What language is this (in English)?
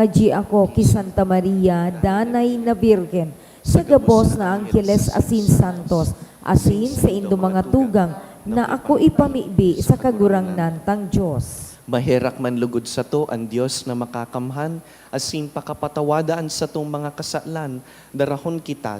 Bikol